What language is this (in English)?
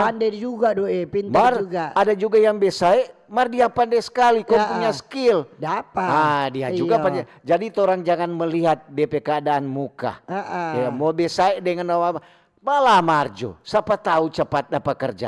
Manado Malay